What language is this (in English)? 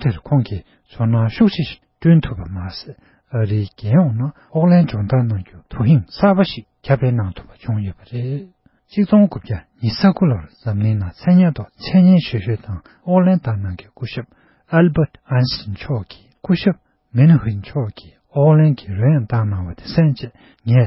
Tibetan